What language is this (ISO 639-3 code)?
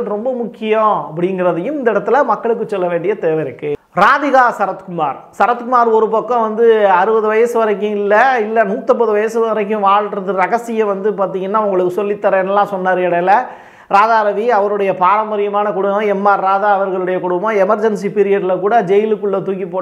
tam